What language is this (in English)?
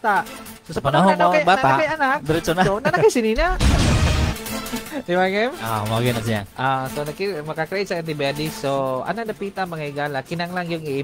Cebuano